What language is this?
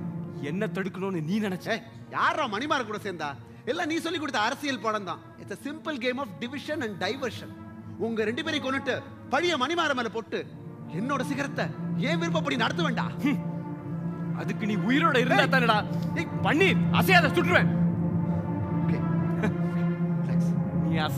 Tamil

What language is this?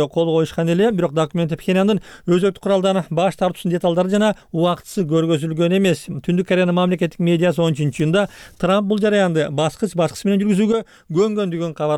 Kyrgyz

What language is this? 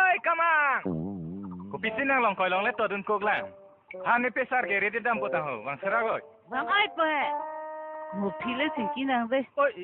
Karbi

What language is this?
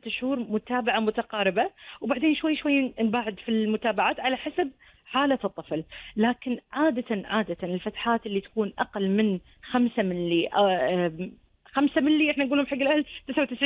Gulf Arabic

